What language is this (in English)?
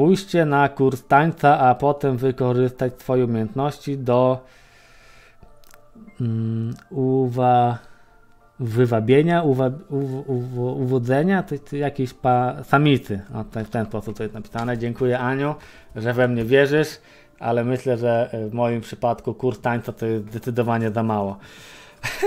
Polish